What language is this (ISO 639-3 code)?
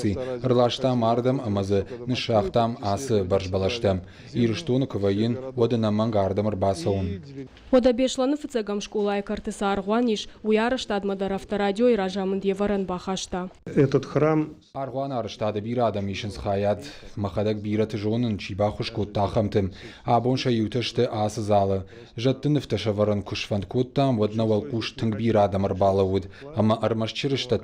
oss